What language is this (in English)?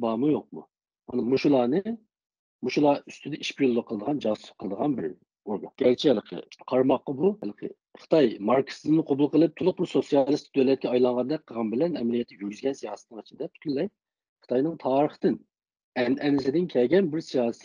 Uyghur